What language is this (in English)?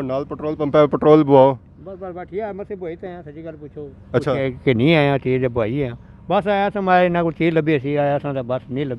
Pahari-Potwari